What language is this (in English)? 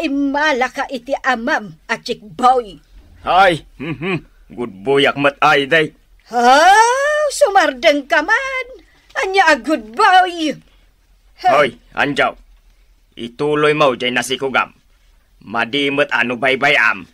Iloko